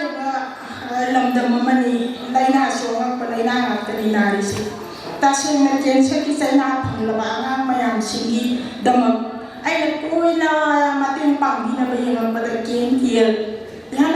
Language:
Manipuri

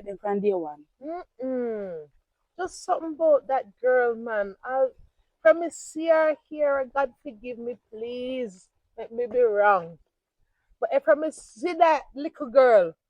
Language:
Jamaican Creole English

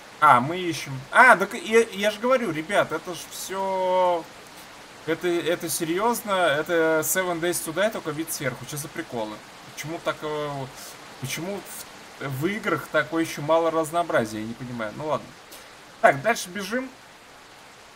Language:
Russian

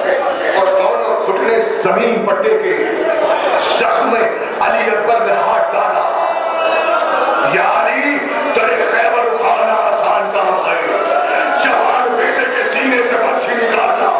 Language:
Urdu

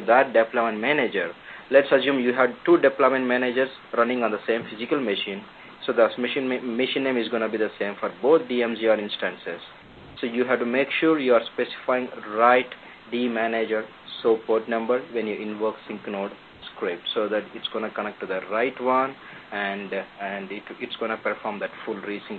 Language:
English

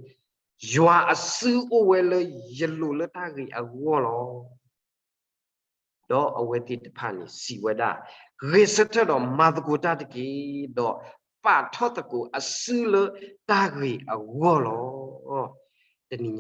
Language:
S'gaw Karen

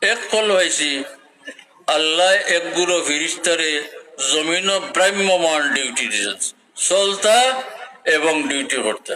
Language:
Sylheti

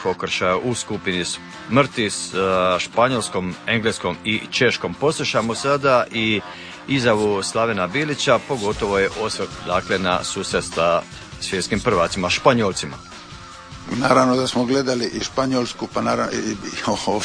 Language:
Croatian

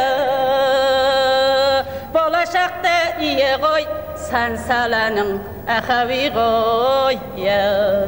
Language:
Kazakh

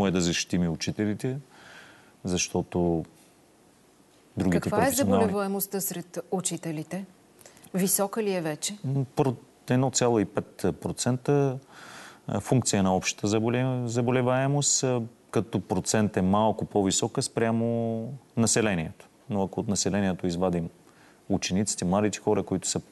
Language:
Bulgarian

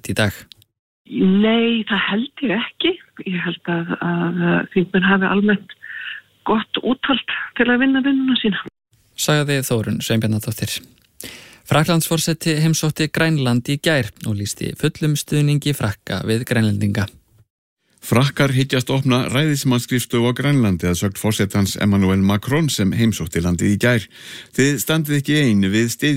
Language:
Icelandic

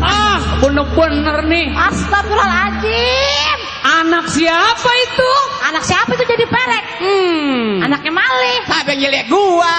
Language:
Betawi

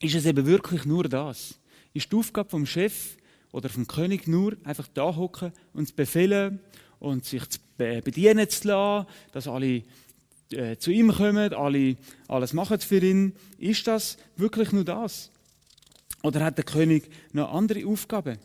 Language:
Swiss German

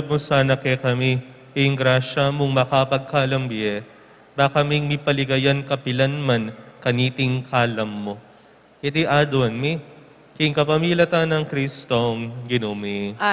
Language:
Pampanga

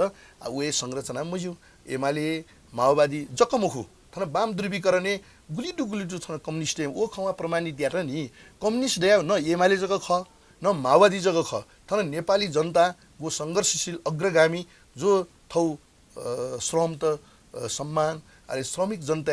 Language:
Newari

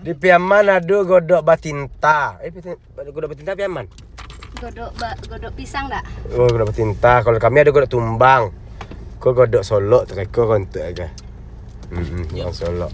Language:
Minangkabau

